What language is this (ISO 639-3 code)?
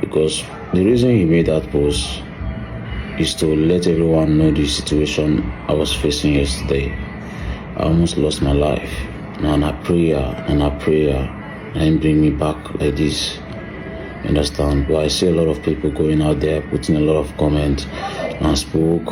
pcm